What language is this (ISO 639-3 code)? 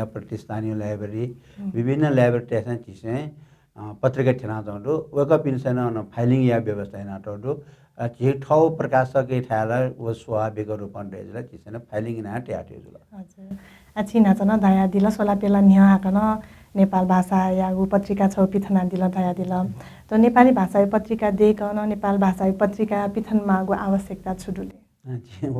new